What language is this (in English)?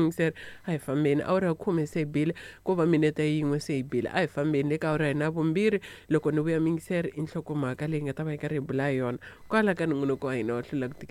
Tsonga